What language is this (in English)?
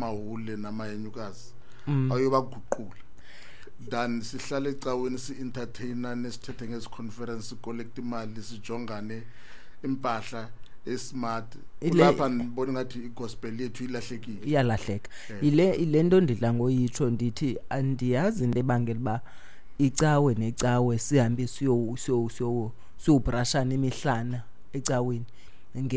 Xhosa